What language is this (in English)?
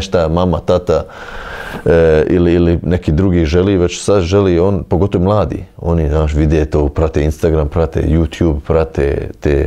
Bosnian